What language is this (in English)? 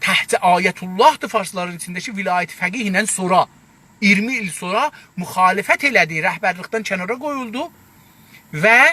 South Azerbaijani